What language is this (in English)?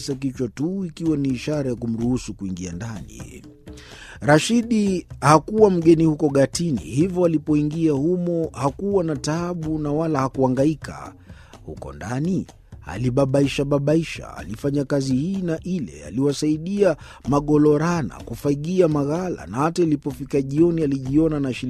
Swahili